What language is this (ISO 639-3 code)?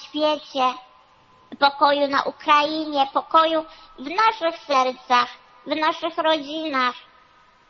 pol